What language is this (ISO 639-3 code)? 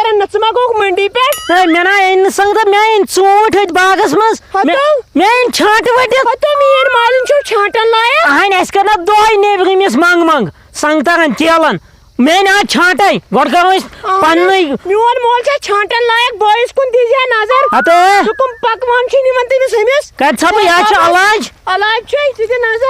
kas